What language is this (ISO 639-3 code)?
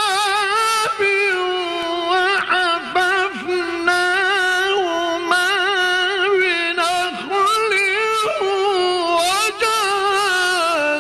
ara